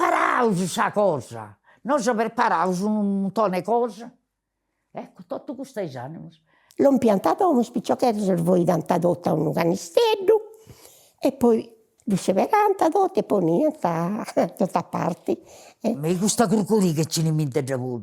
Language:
Sardinian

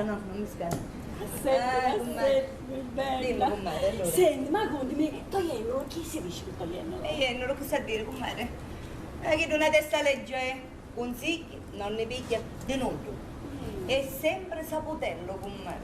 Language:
Sicilian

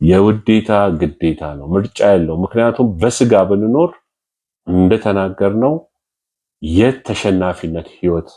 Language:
Amharic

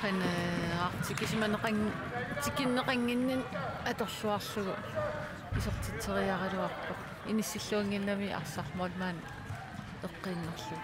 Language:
Kalaallisut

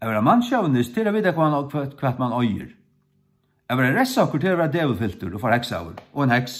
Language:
Faroese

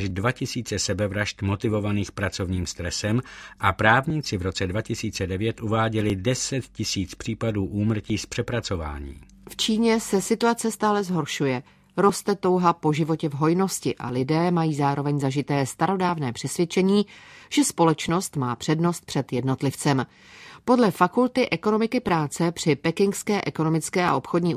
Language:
Czech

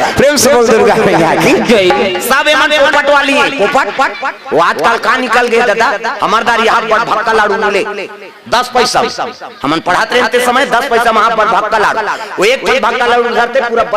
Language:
Chhattisgarhi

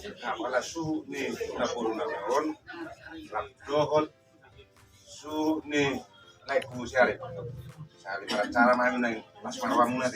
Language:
Batak Toba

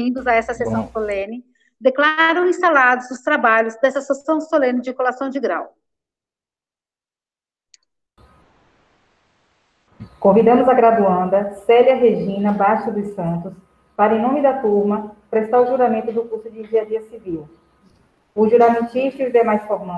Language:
Portuguese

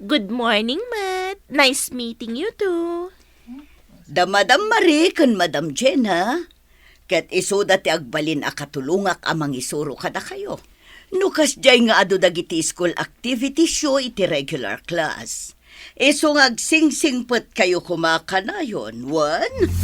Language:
Iloko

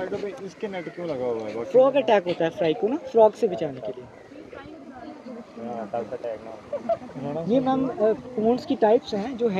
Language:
Hindi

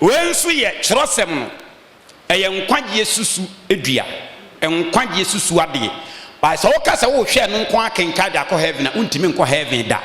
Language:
Akan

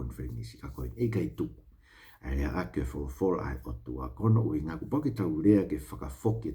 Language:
Tongan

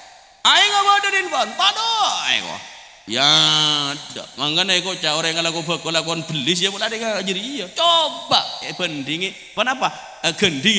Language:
Madurese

